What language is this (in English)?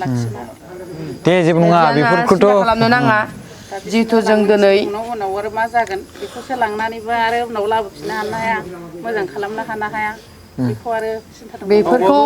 Bodo